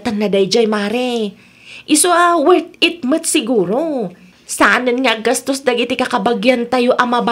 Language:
Iloko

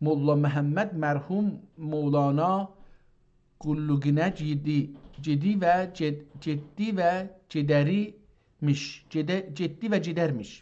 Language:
South Azerbaijani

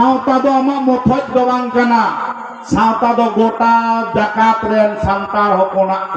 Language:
Santali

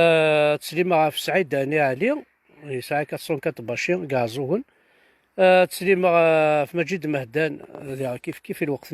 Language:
Kabyle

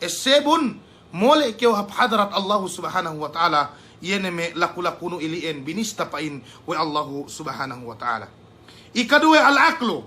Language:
Yakan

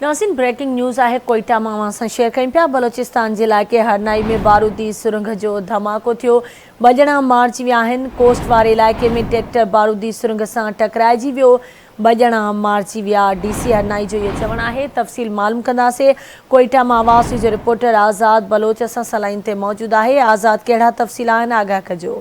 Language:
Sindhi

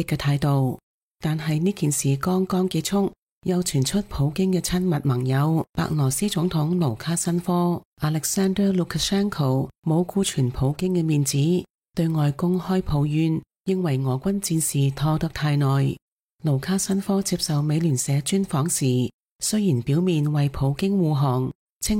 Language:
Cantonese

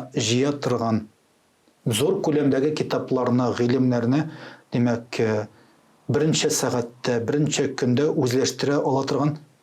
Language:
Tatar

